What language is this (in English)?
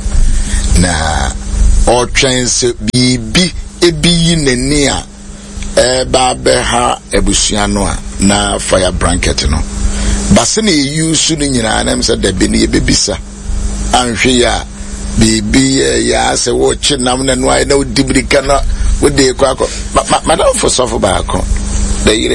Akan